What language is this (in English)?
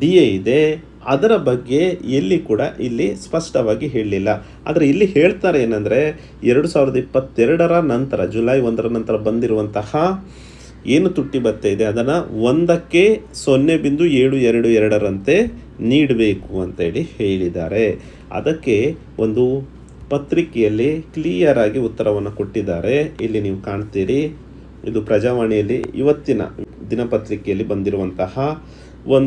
Kannada